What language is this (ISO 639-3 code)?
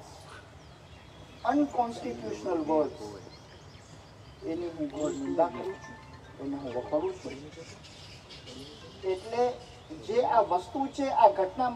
guj